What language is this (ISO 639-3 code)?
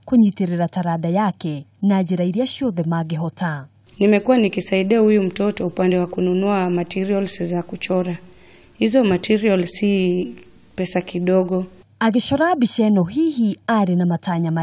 kik